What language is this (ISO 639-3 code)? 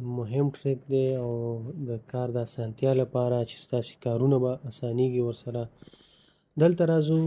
pus